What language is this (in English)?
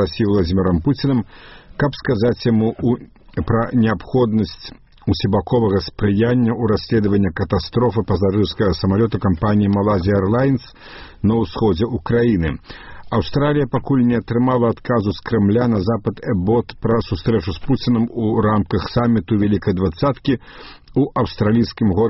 Belarusian